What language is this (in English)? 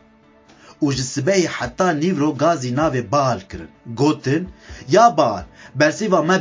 Kurdish